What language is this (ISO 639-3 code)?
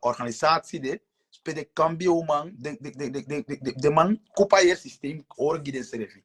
srn